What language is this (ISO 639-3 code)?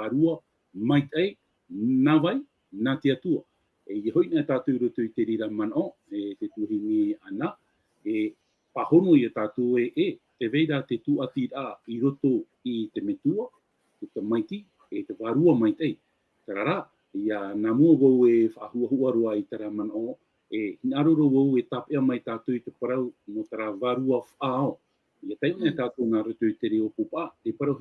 tah